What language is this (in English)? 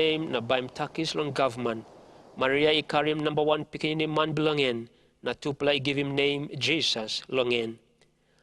Tok Pisin